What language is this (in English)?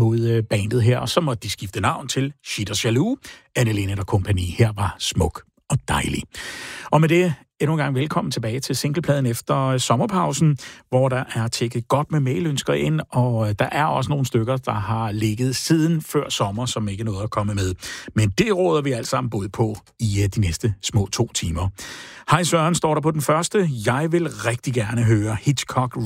Danish